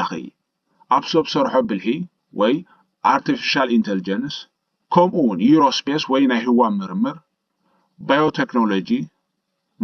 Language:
Tigrinya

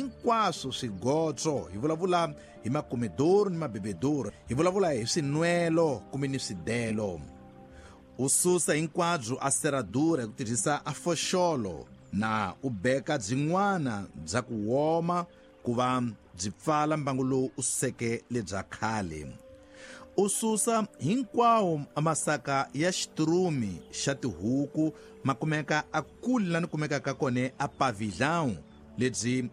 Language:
Tsonga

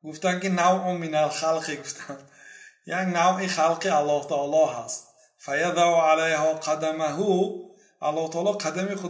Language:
Persian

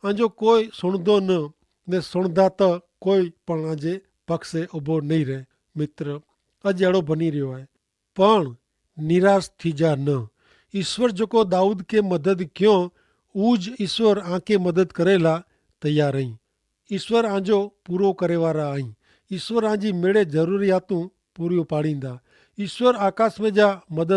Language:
Kachhi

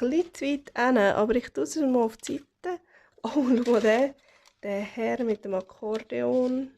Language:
Swiss German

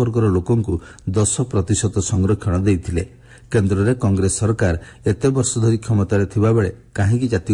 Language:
Odia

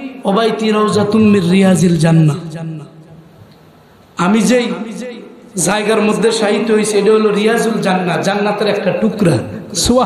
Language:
Bangla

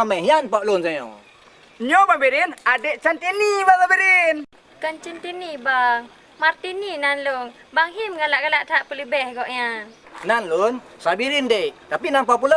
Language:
Achinese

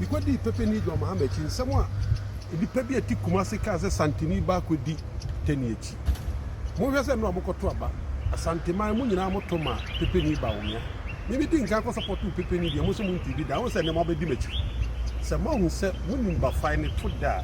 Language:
Akan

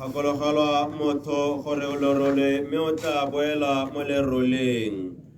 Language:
Tswana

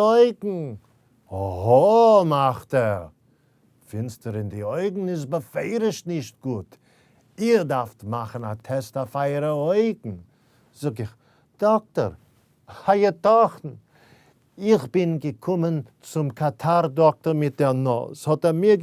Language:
Yiddish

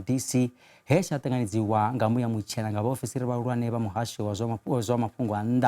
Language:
Venda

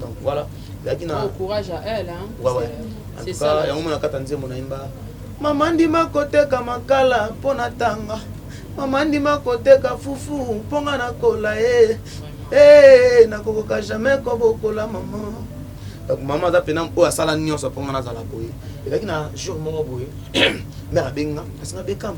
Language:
Lingala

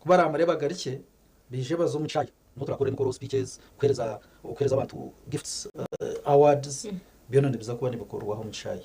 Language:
Nyankole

